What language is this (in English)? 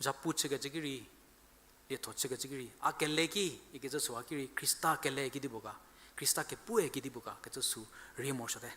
Angami Naga